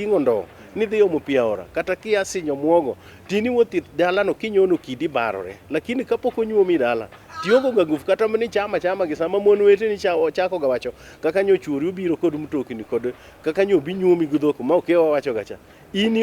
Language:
Luo (Kenya and Tanzania)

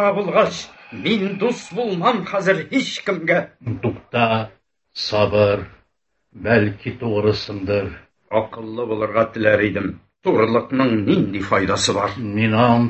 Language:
Tatar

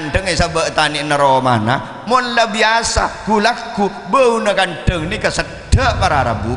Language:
Madurese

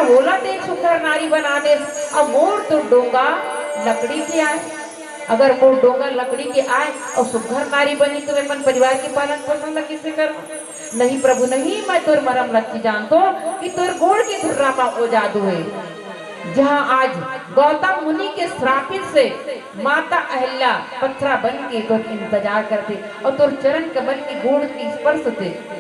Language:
Chhattisgarhi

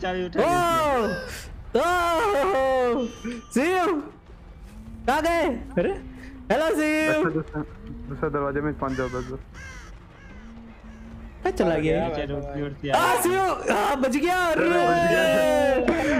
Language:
Hindi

